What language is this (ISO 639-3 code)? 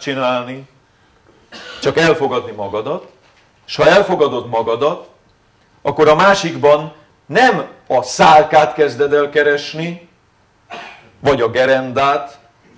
hun